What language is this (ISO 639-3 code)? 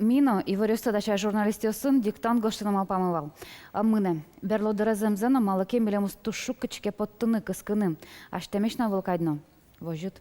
udm